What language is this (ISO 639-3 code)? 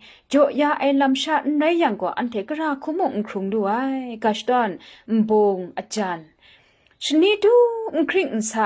kac